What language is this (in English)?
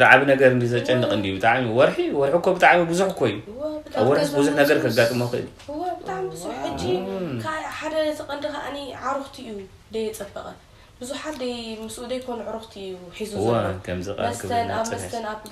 Tigrinya